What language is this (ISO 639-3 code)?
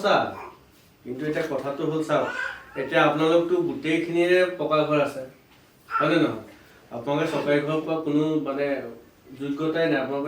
asm